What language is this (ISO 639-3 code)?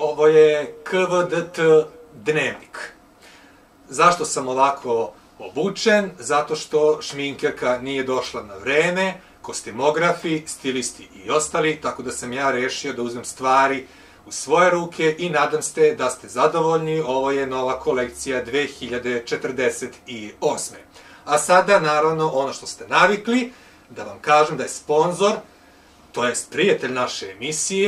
srp